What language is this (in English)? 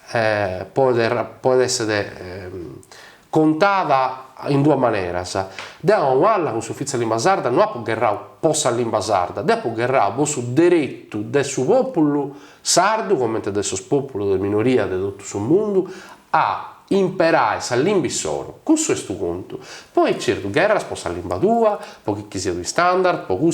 Sardinian